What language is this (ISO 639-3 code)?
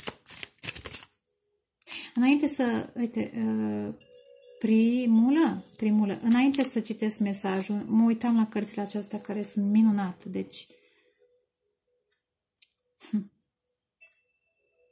ron